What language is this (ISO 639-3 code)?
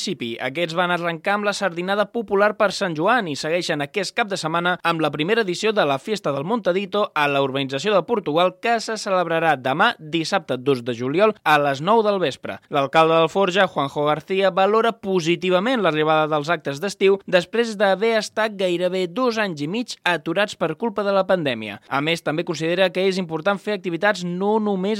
cat